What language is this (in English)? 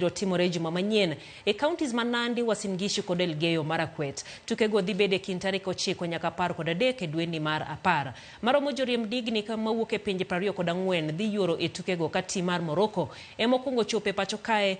Luo (Kenya and Tanzania)